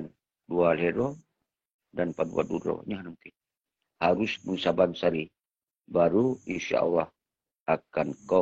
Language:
Achinese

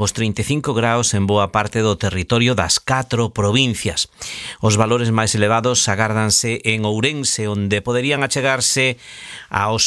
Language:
Galician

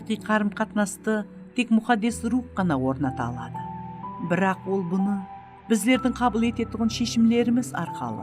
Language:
Kara-Kalpak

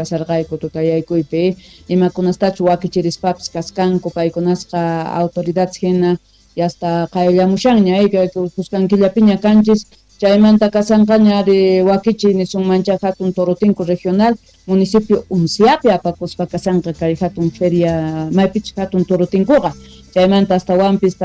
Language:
South Bolivian Quechua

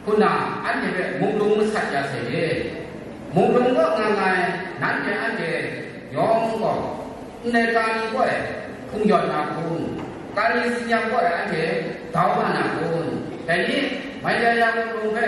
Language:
Kachin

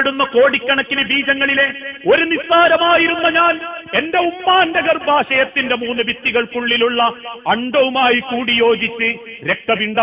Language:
Malayalam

